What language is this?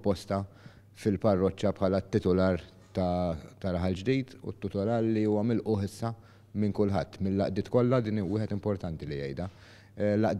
Maltese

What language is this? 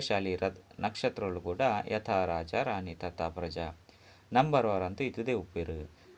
Tulu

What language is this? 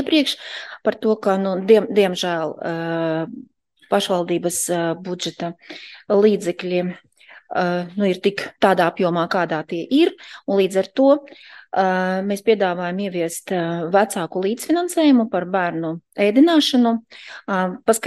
Latvian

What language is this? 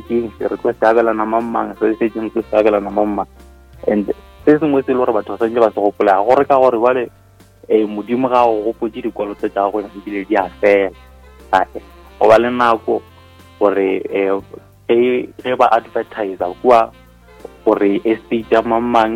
Northern Sotho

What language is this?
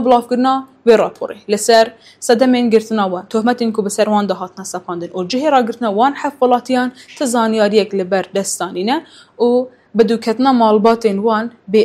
Kurdish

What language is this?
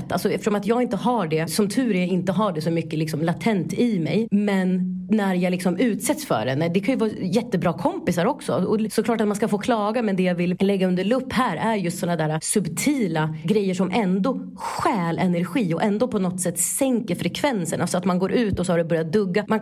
Swedish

